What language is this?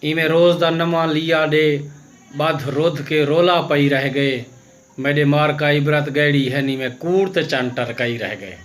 Saraiki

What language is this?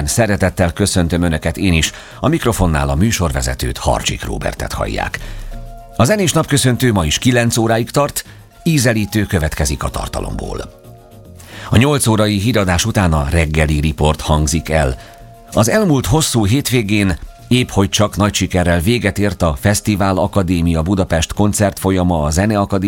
Hungarian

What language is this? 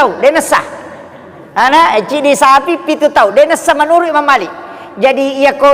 Buginese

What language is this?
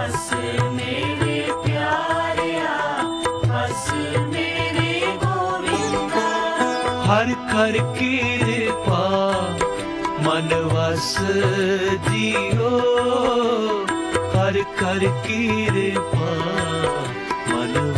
Punjabi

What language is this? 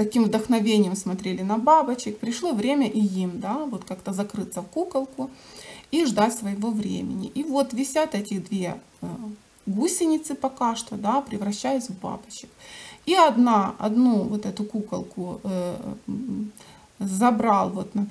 Russian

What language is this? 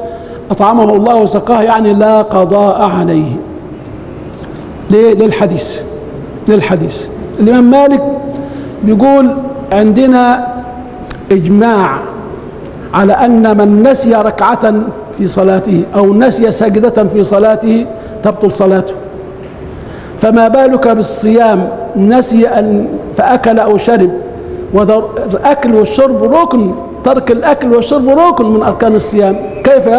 Egyptian Arabic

